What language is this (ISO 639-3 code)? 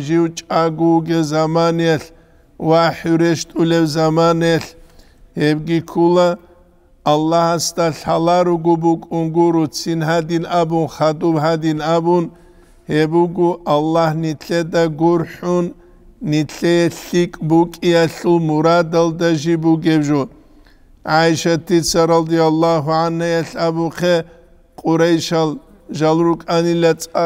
ava